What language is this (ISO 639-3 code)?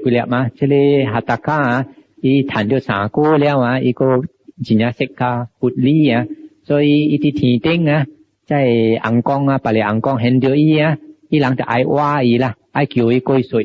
nan